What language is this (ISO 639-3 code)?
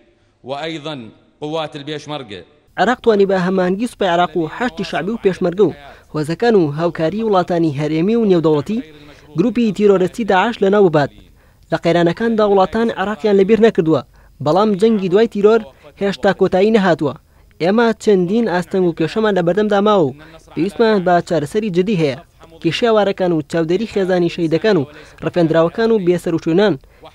ckb